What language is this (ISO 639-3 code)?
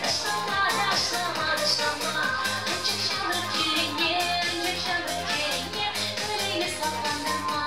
chv